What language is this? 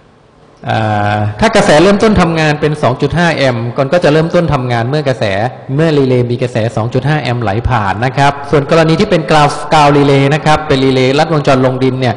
Thai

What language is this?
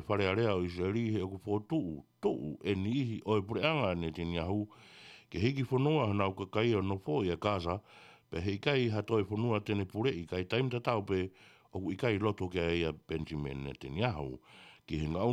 Tongan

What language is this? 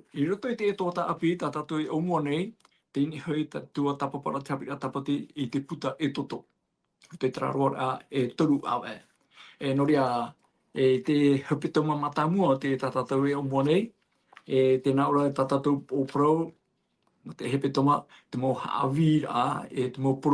Tahitian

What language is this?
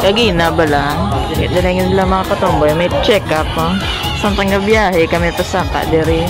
Hiligaynon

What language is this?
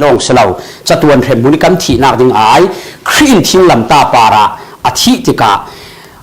Falam Chin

